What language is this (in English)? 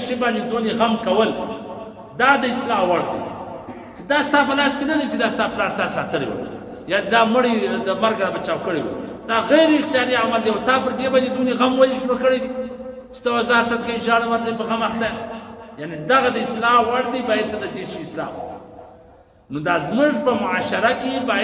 Pashto